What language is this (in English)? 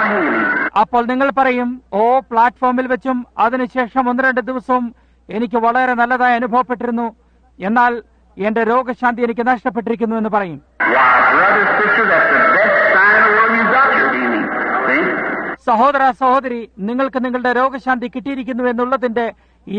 Malayalam